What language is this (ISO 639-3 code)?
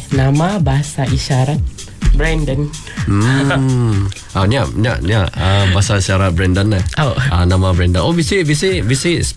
msa